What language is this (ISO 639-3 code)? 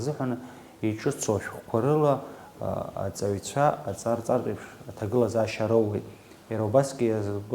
abk